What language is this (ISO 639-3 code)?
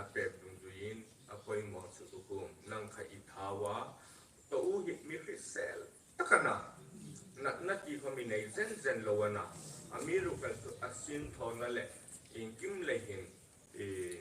hmr